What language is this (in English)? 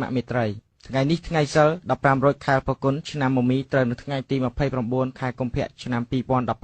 Khmer